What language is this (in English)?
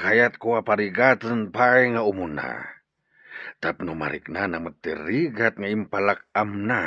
Iloko